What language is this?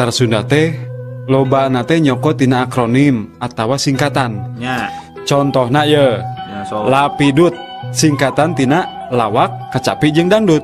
Sundanese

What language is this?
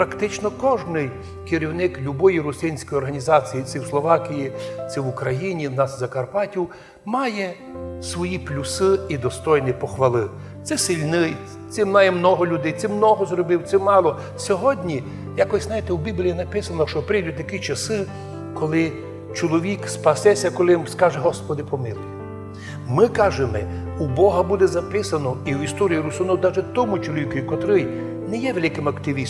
Rusyn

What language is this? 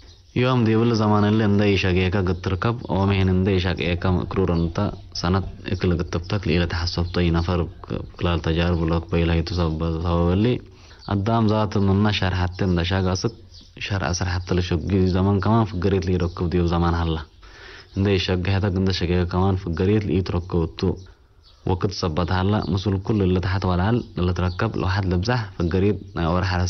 Tigre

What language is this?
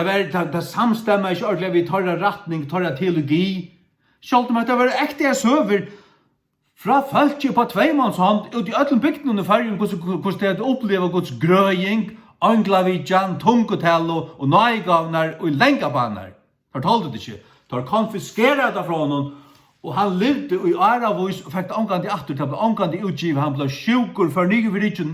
Faroese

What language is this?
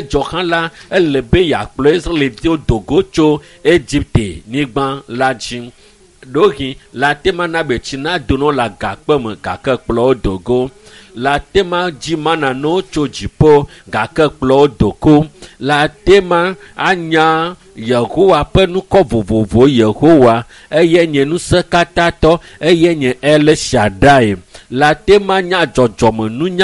Ewe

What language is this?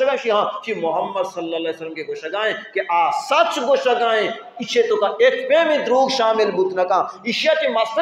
Baluchi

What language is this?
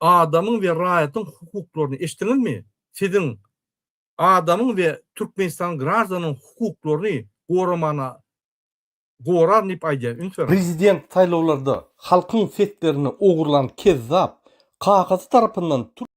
Turkmen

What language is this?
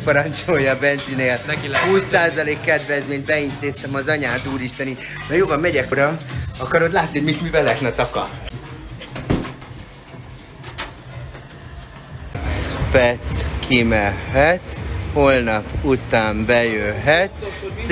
Hungarian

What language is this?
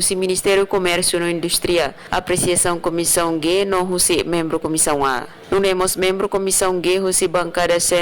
Tetum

